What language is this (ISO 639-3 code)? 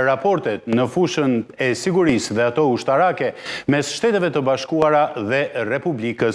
sqi